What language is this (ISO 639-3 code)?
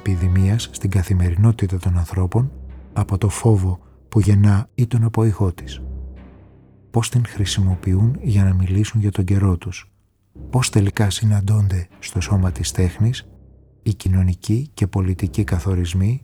ell